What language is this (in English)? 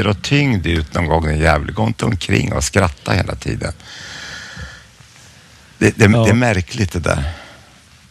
Swedish